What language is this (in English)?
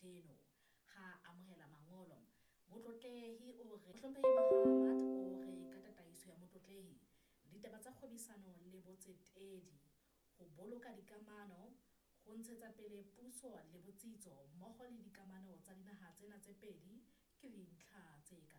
Southern Sotho